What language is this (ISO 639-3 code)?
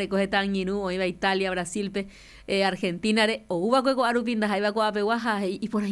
grn